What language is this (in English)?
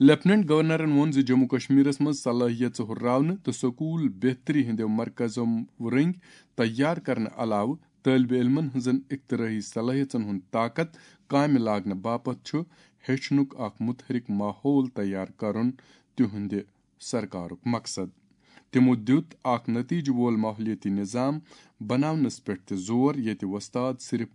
Kashmiri